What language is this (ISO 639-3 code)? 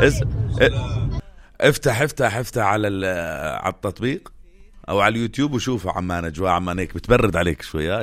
apc